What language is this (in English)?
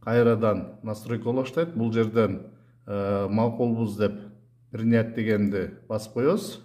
Kyrgyz